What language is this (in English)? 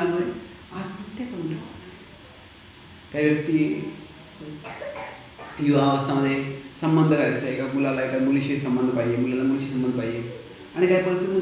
Marathi